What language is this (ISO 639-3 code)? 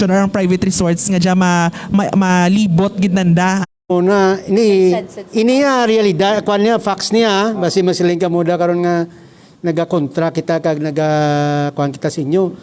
hil